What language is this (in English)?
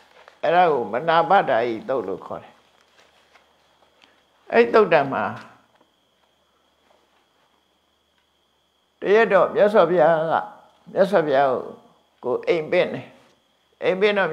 Burmese